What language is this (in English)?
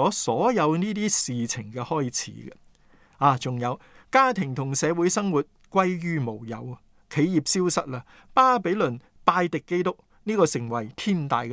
Cantonese